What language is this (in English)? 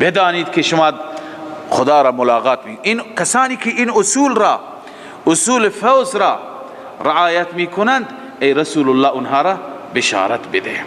Persian